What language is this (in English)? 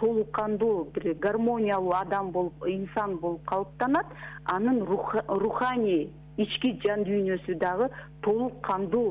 Kyrgyz